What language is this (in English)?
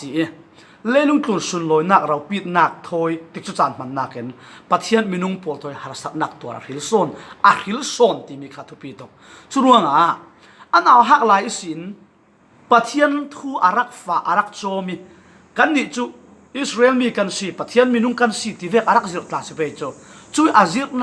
Falam Chin